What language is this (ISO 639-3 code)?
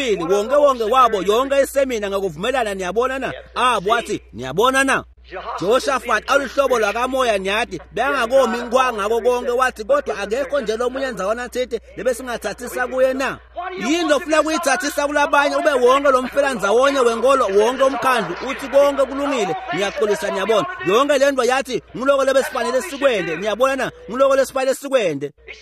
ssw